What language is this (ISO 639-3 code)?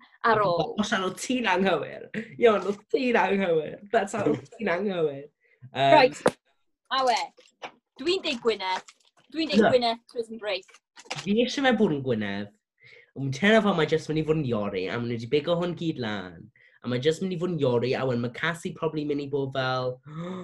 cym